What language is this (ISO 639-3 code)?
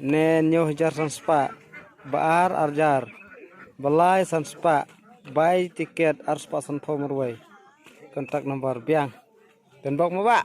kha